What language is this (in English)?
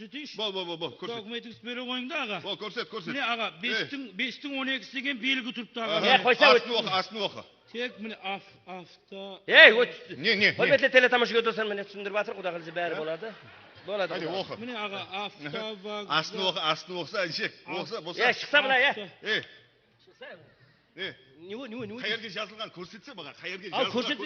Kara-Kalpak